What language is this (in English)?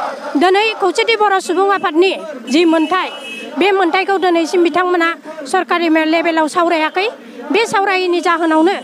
Bodo